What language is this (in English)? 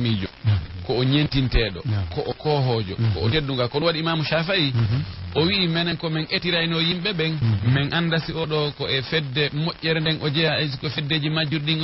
Fula